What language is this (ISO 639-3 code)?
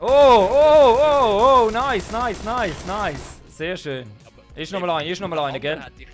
gsw